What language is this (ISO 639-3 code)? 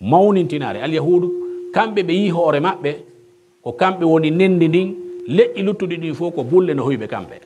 fuf